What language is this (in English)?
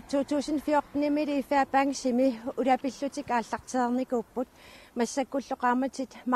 Kalaallisut